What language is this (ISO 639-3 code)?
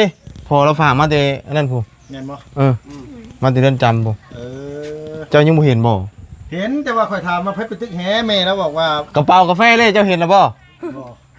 lao